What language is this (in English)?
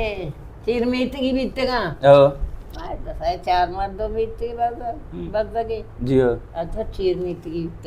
Baluchi